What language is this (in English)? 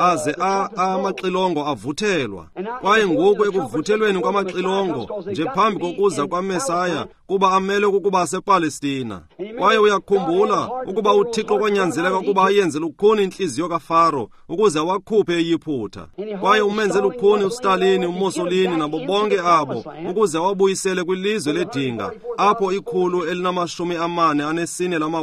Xhosa